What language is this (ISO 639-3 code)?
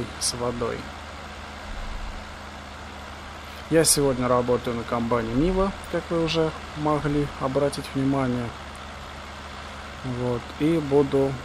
rus